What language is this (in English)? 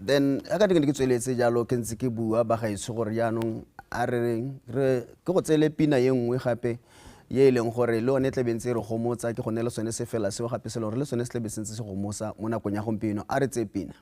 Tswana